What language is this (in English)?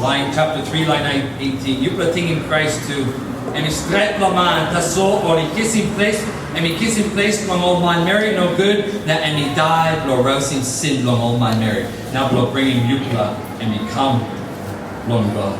Tok Pisin